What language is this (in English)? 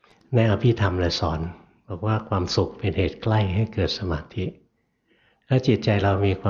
Thai